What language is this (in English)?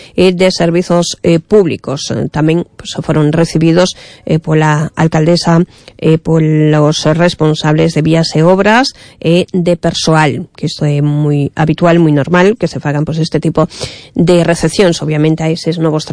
Galician